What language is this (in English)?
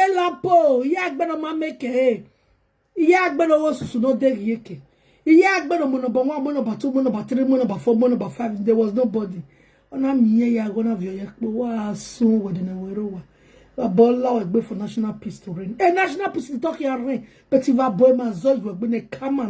Nigerian Pidgin